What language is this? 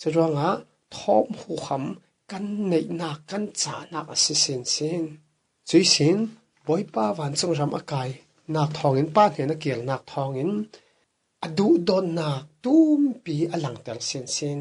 Falam Chin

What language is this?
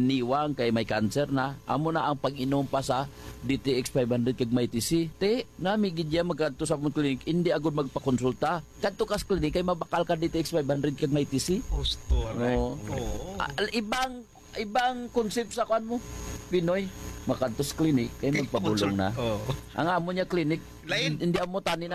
Hiligaynon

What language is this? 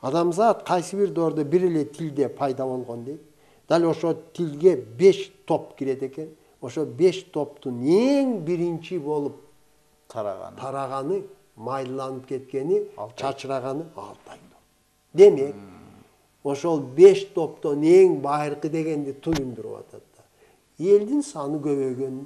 Kyrgyz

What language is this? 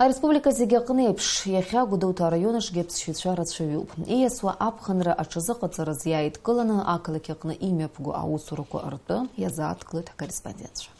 Abkhazian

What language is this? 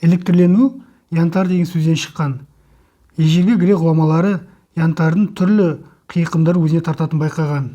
Kazakh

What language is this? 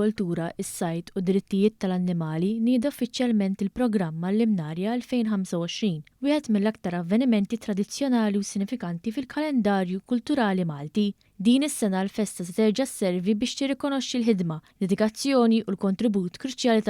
Maltese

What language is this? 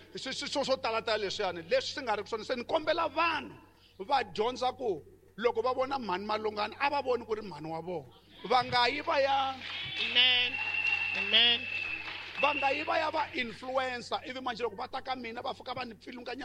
Tsonga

